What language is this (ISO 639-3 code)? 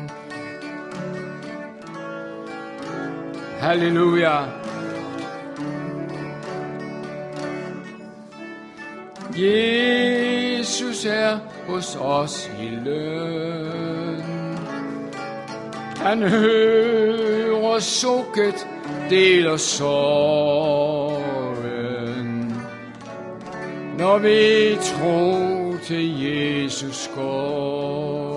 dan